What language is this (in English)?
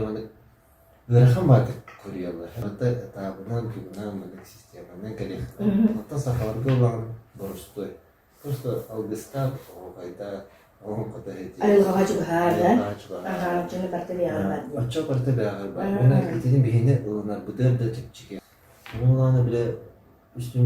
Yakut